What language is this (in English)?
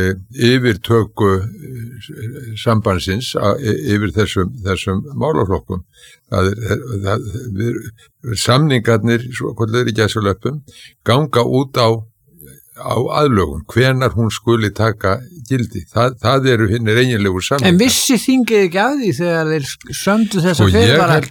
Icelandic